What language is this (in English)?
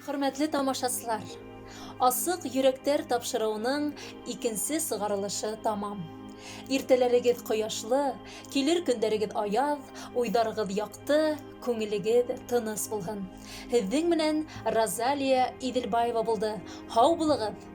Bashkir